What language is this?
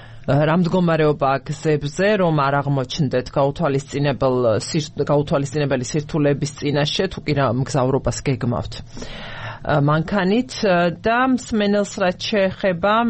Georgian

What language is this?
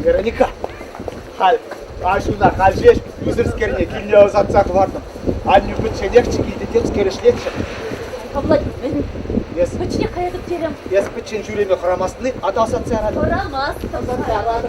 Chuvash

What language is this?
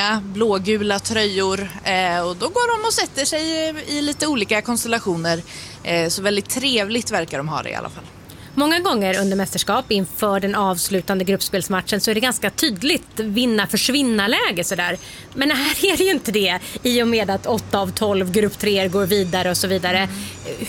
Swedish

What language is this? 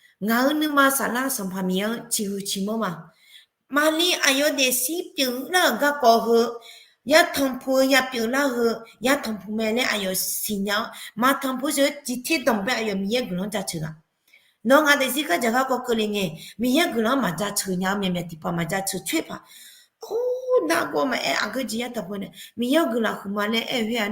Akha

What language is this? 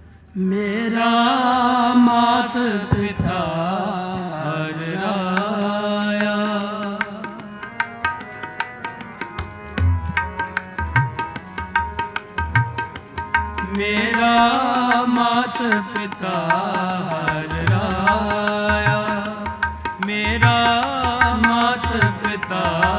Punjabi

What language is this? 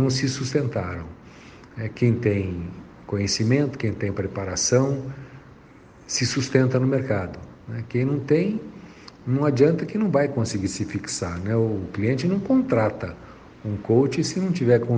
Portuguese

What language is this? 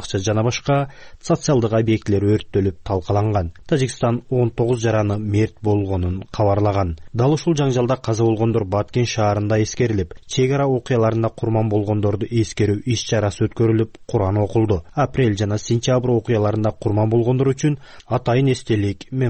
Kyrgyz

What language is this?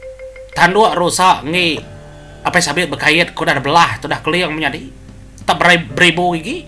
Iban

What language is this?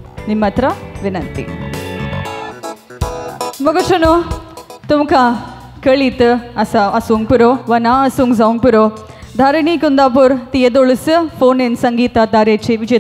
Konkani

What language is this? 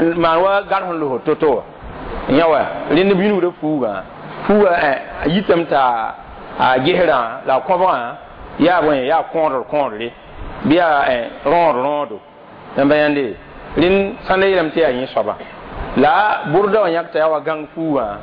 Mossi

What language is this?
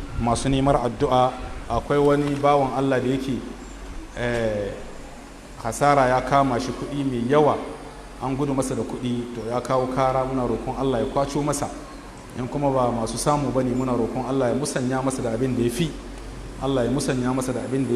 Hausa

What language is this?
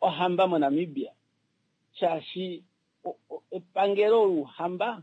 Kuanyama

